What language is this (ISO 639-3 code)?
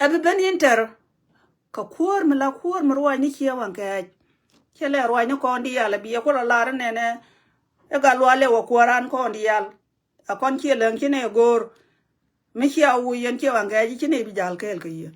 nus